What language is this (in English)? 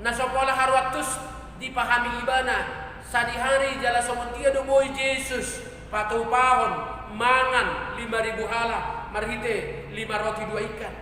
Batak Toba